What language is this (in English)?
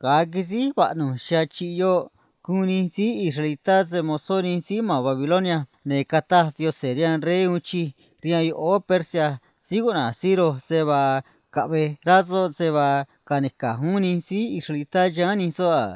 Copala Triqui